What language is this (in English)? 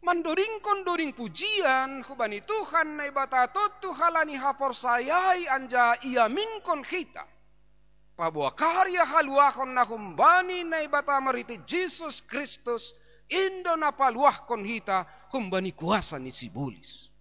Batak Simalungun